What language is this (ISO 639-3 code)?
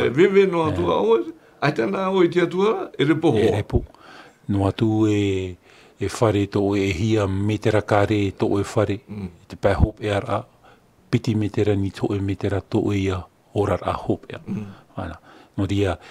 tah